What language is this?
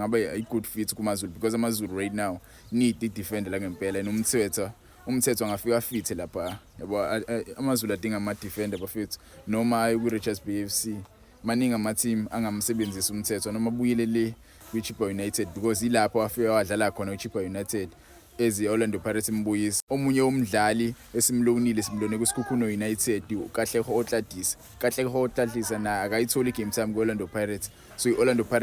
Zulu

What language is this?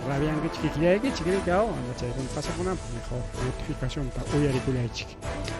Ayacucho Quechua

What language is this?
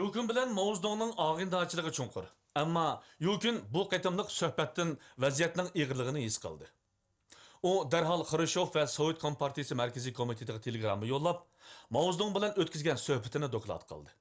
Uyghur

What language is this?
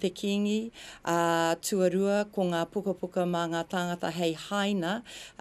Māori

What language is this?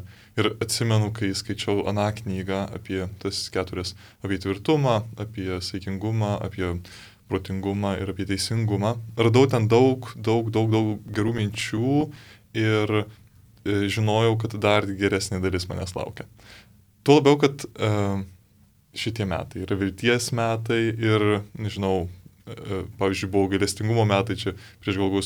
Lithuanian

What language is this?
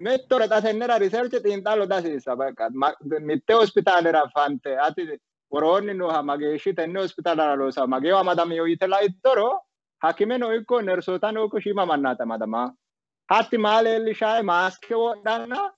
Sidamo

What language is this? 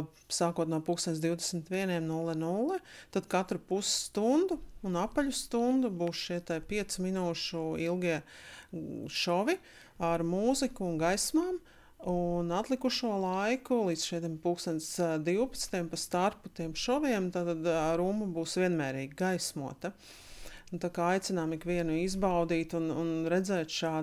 Latvian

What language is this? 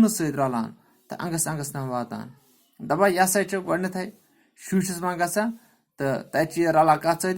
Kashmiri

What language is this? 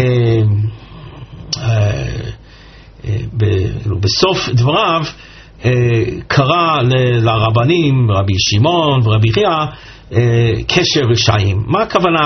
Hebrew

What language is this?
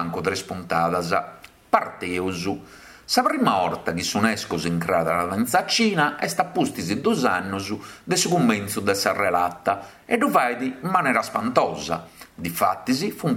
Sardinian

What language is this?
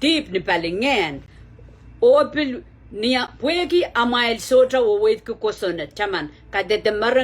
Pohnpeian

